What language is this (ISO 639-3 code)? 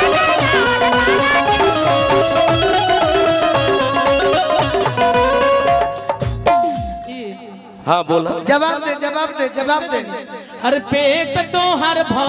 bho